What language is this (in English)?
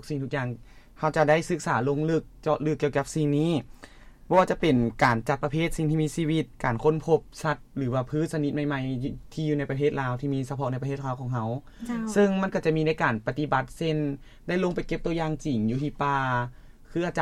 Lao